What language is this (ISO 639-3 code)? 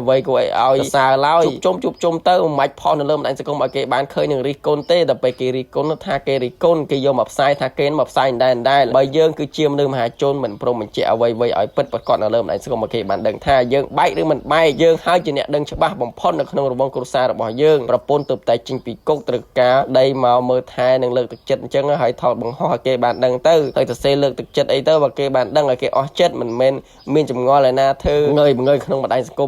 khm